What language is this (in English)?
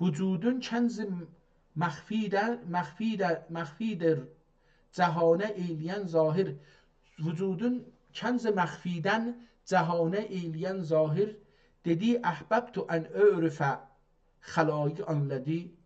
South Azerbaijani